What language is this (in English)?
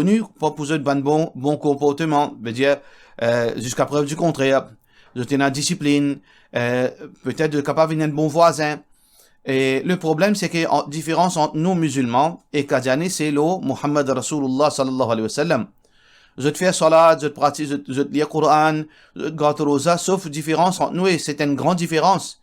Morisyen